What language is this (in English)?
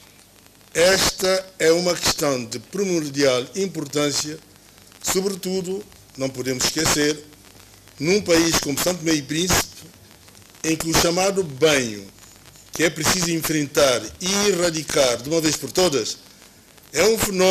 Portuguese